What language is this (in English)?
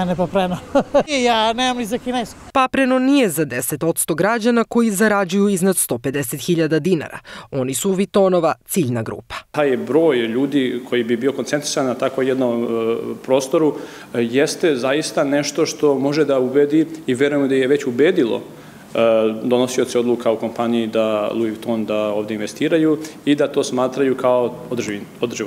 Serbian